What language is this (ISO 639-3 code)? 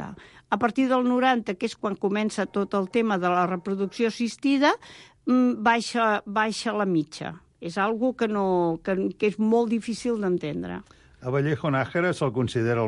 cat